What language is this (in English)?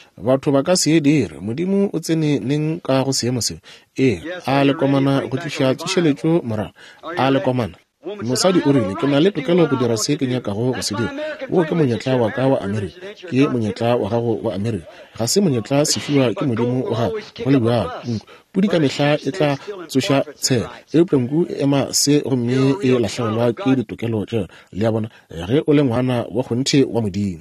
Northern Sotho